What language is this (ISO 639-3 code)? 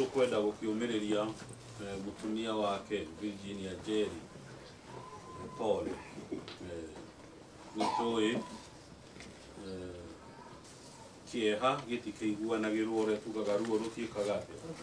kik